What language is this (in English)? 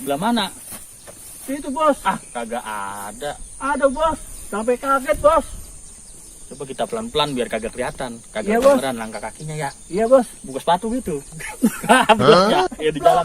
Betawi